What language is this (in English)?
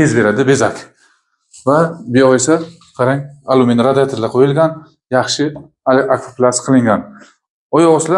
Uzbek